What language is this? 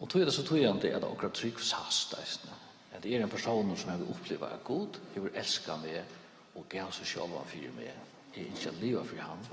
Faroese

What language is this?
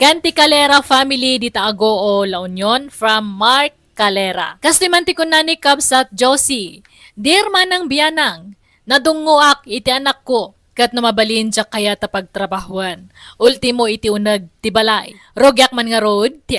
Iloko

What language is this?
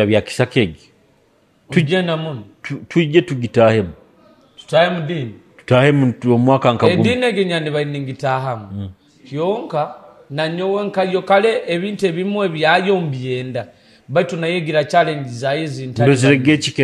Nyoro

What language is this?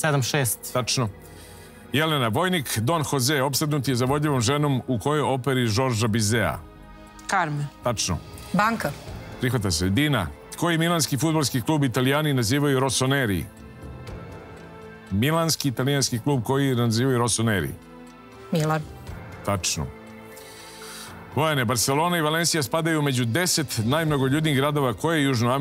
Serbian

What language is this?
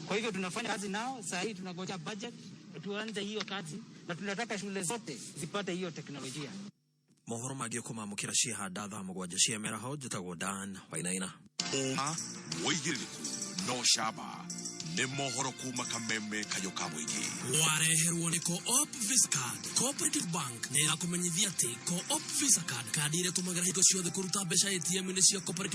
Kikuyu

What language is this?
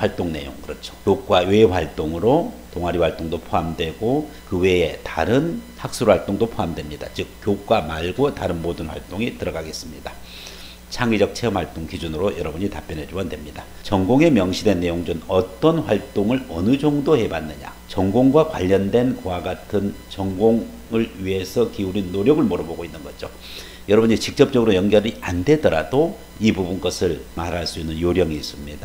Korean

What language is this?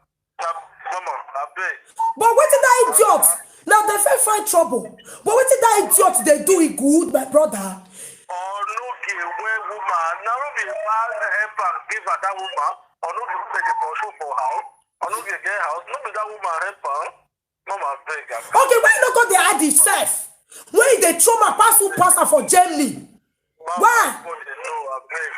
Nigerian Pidgin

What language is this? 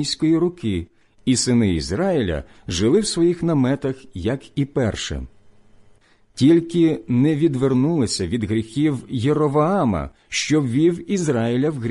Ukrainian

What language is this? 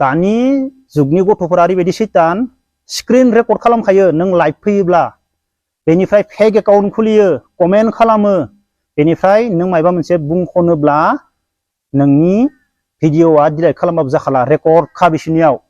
Bodo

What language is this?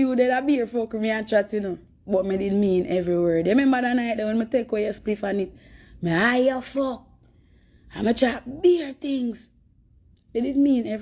Jamaican Creole English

